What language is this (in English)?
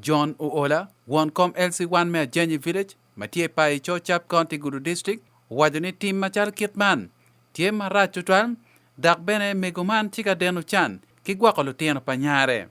Acoli